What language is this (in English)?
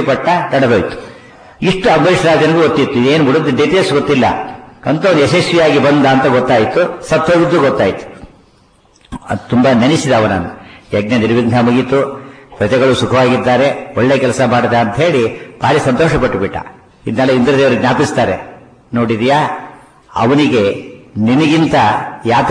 Kannada